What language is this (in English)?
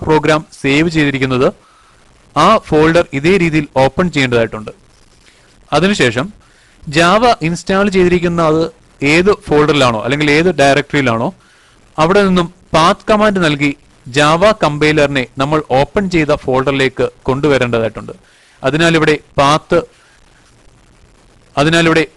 Malayalam